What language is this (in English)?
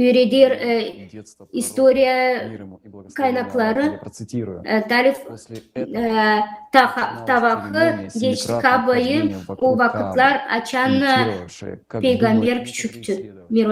Gagauz